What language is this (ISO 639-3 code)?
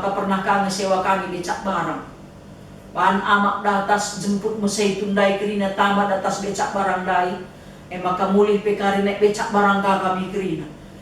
btx